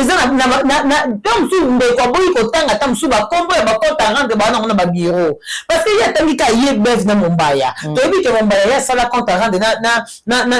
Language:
Lingala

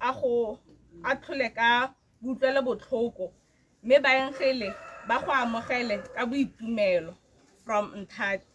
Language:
Tswana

